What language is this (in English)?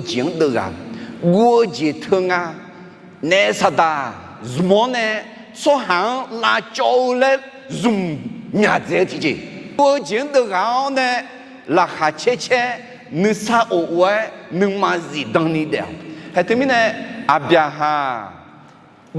Akha